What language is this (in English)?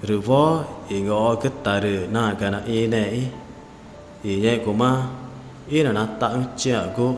Ticuna